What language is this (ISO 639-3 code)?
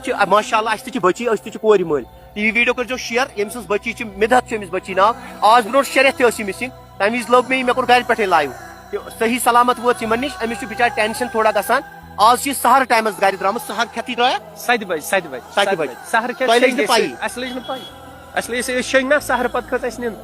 kas